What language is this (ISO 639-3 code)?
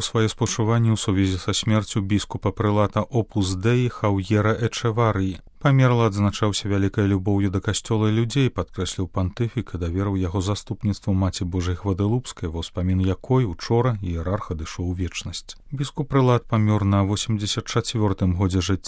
bel